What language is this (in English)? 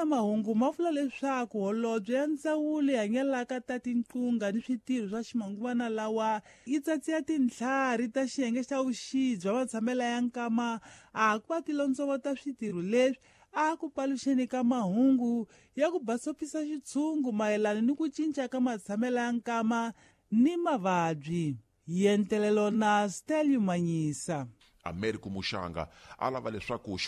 Tsonga